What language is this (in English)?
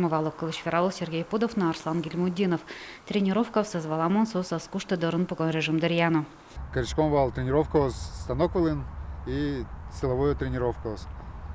Udmurt